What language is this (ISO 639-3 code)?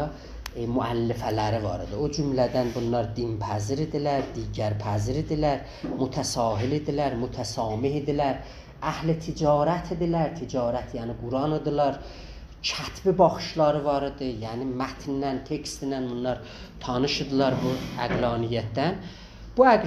azb